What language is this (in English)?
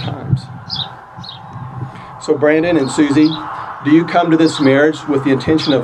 English